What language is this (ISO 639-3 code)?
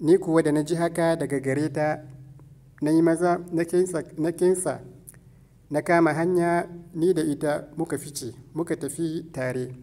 hau